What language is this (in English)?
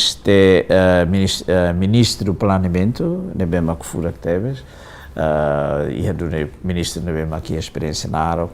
Tetum